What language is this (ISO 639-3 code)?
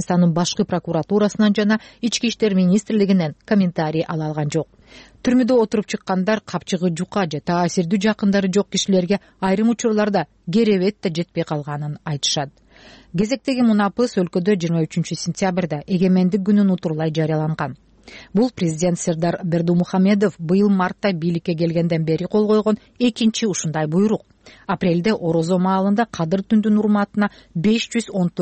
kir